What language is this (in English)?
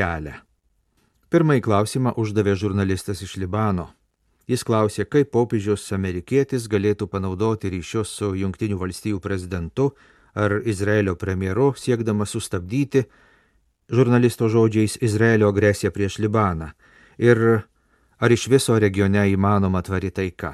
Lithuanian